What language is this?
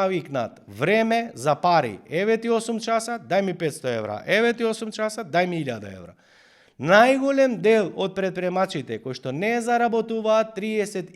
Macedonian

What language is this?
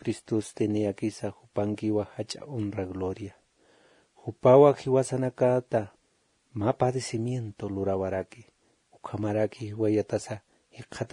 Aymara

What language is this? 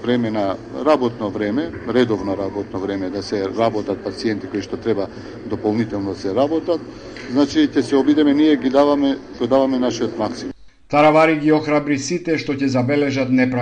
Macedonian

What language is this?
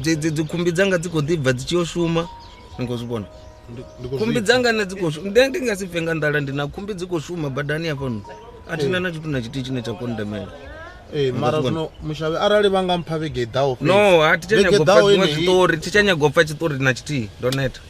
Venda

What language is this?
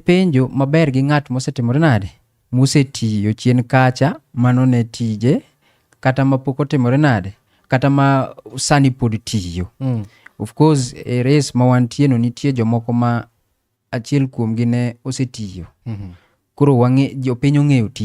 Luo (Kenya and Tanzania)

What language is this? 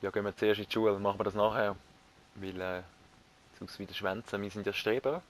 Swiss German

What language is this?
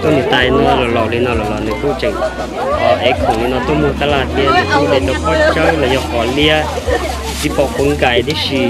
Hmong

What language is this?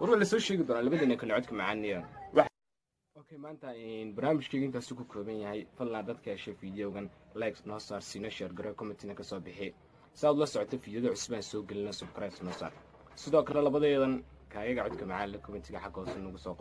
Somali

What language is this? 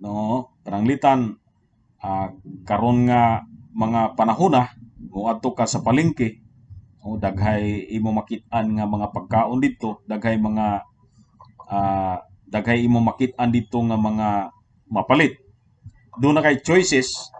Cebuano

